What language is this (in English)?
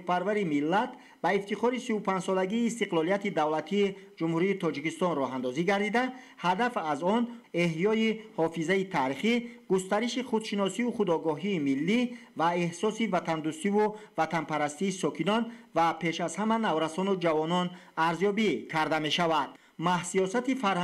Tajik